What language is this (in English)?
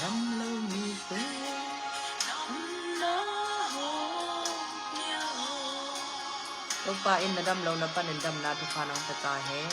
Tedim Chin